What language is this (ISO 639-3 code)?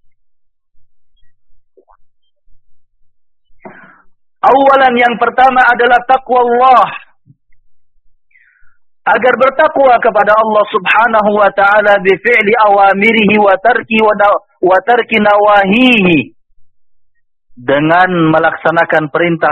ind